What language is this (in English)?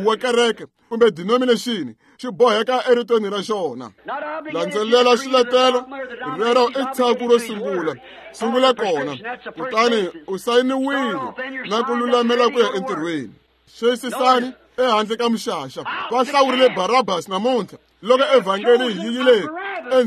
Tsonga